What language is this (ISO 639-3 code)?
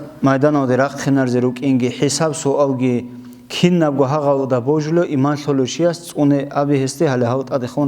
ava